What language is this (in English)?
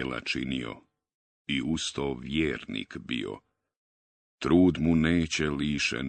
Bosnian